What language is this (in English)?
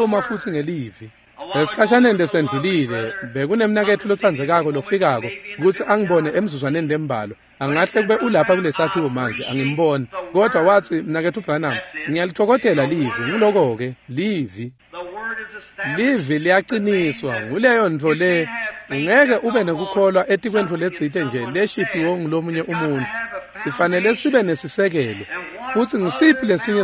Swati